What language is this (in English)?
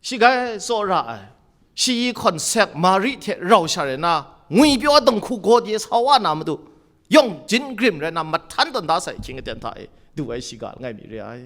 Kachin